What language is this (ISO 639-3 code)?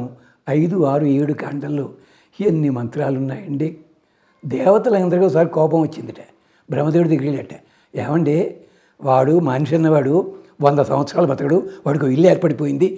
tel